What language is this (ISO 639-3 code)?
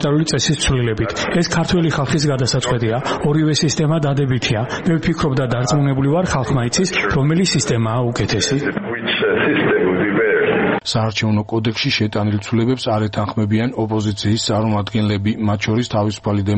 kat